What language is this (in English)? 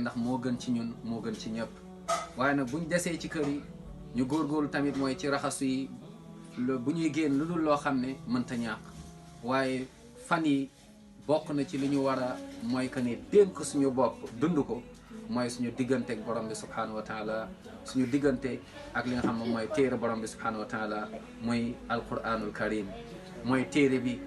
Wolof